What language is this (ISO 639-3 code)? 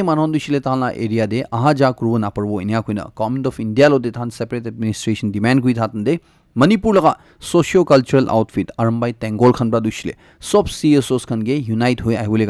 nag